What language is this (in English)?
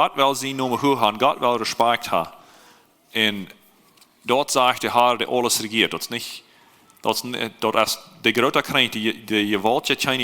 Plautdietsch